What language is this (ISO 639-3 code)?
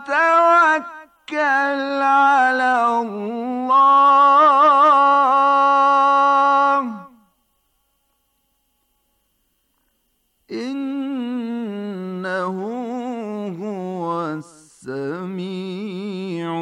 bos